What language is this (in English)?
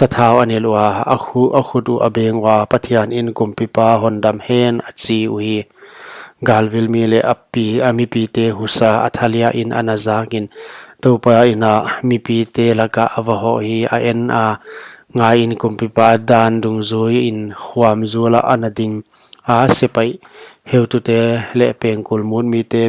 Paite Chin